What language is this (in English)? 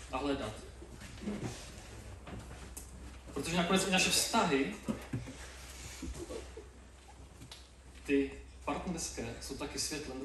Czech